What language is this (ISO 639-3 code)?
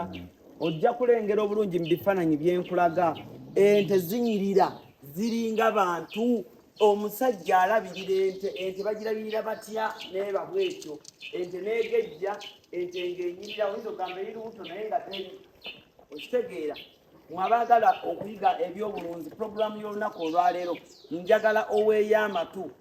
lug